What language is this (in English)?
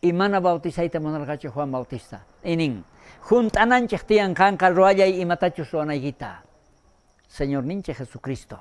South Bolivian Quechua